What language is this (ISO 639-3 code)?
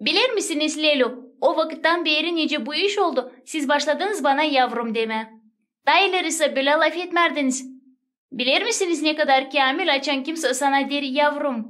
gag